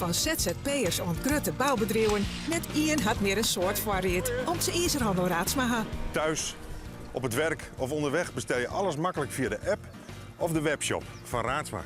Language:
Western Frisian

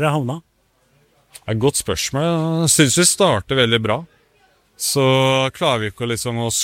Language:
Norwegian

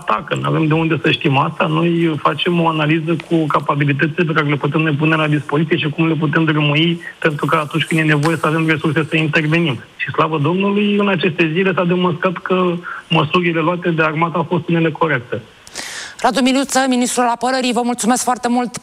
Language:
Romanian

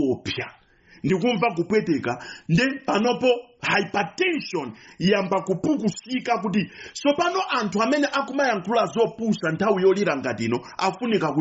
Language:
Nyanja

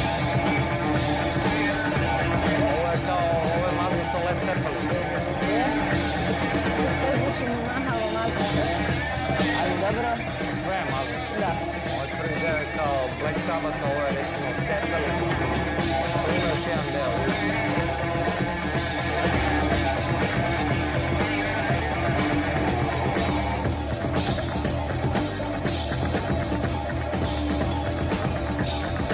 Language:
Serbian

